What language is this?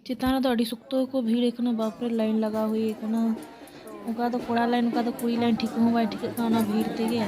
Santali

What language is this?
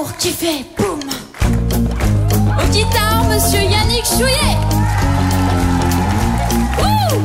French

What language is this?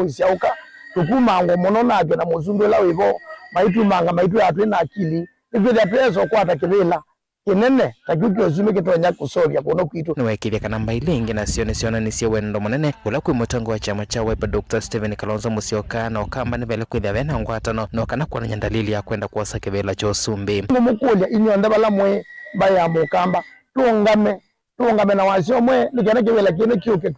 Kamba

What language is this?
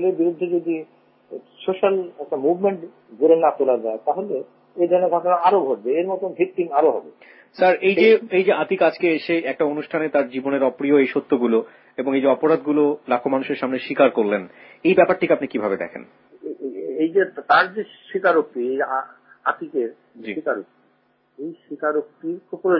Bangla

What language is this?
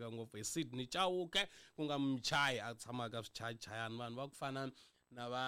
Tsonga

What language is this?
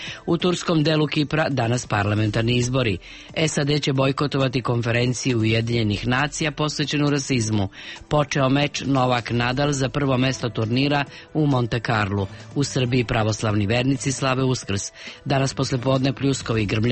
Serbian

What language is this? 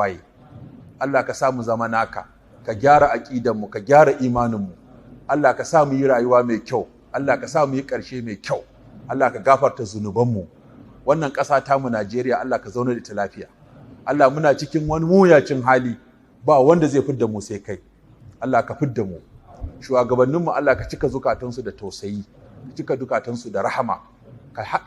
Hausa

